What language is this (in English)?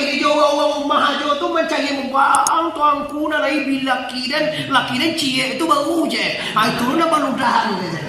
Minangkabau